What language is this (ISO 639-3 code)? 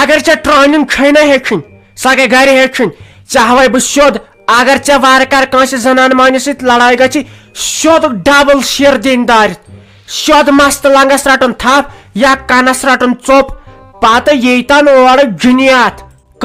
kas